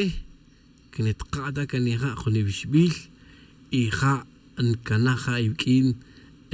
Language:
Tz'utujil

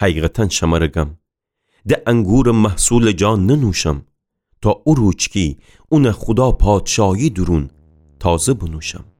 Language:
Gilaki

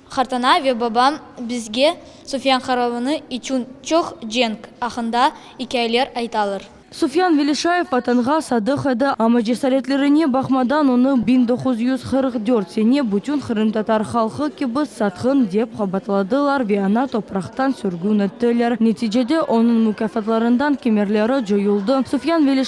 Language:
Crimean Tatar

